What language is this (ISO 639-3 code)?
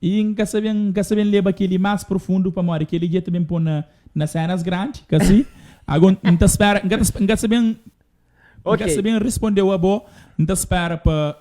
kea